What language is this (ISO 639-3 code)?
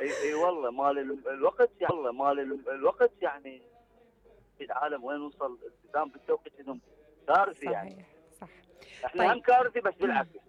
acm